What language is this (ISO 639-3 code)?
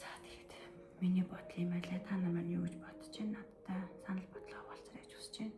mon